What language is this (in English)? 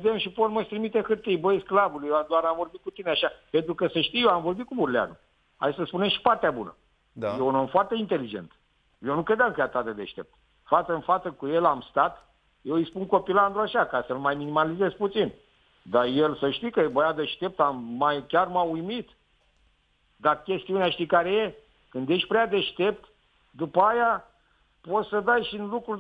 Romanian